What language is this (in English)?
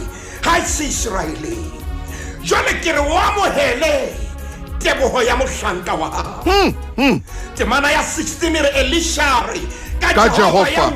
Southern Sotho